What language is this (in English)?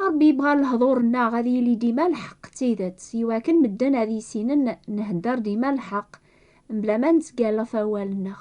Kabyle